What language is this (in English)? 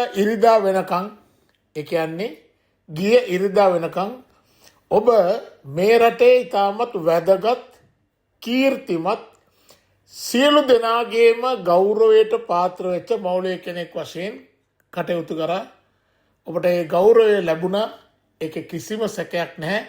Sinhala